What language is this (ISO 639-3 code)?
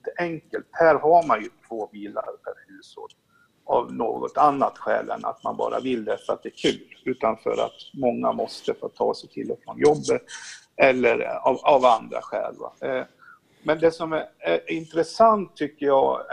swe